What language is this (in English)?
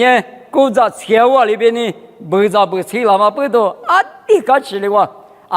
Lisu